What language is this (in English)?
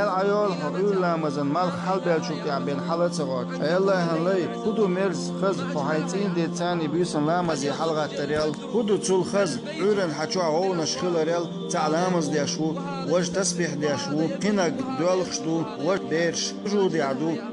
Chechen